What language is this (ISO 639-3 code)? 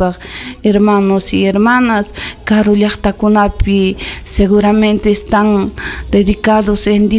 quy